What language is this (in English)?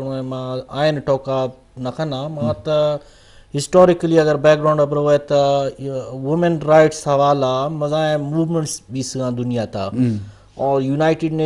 Eastern Balochi